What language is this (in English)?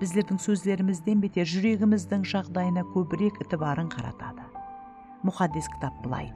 Kara-Kalpak